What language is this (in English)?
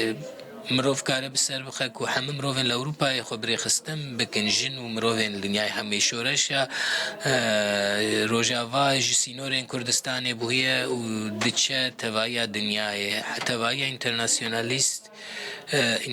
Kurdish